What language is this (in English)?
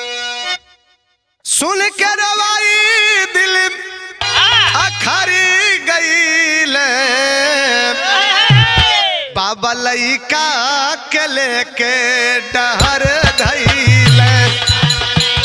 Bhojpuri